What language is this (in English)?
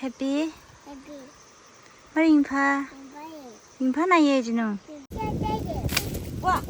Tangkhul Naga (India)